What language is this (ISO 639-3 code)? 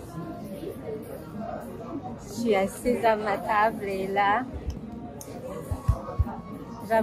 fra